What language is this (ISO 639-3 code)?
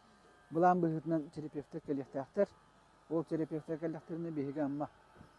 sah